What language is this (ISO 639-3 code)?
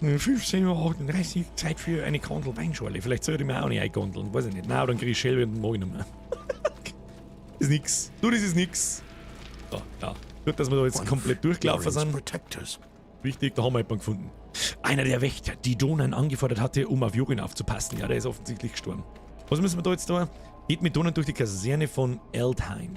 bar